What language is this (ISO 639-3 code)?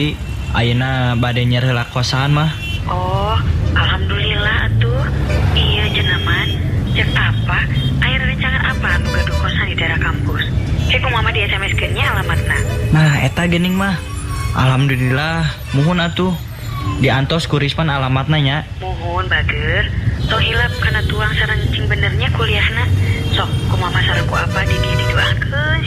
sun